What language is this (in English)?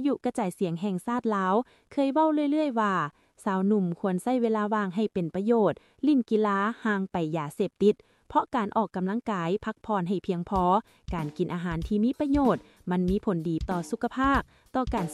Lao